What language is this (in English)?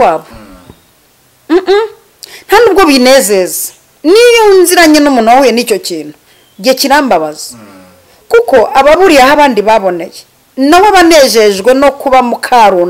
Kinyarwanda